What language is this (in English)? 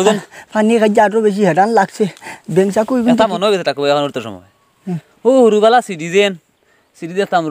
Sylheti